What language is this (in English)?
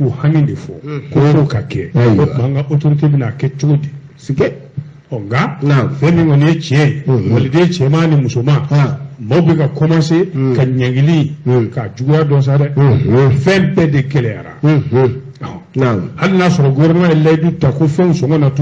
Bambara